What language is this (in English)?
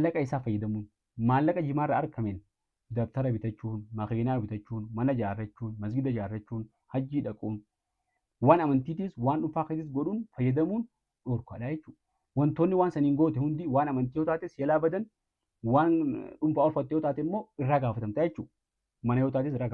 Oromo